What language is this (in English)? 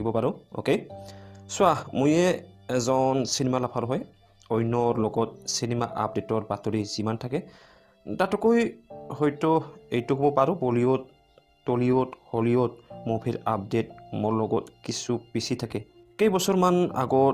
Assamese